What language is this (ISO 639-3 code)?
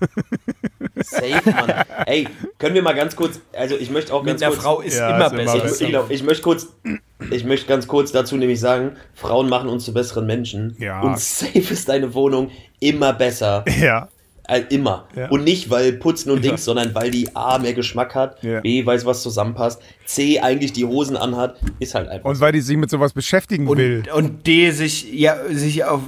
deu